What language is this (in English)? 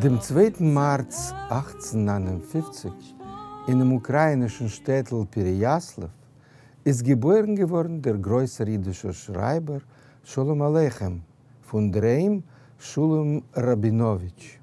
Yiddish